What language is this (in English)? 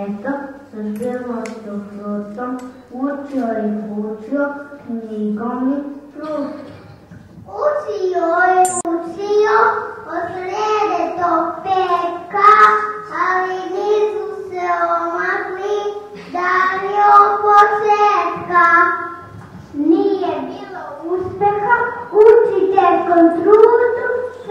Serbian